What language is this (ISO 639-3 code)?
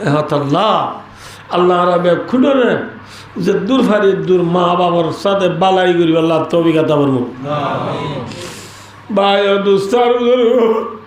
rhg